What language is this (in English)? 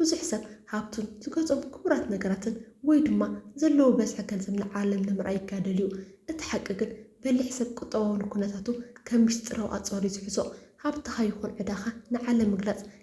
Tigrinya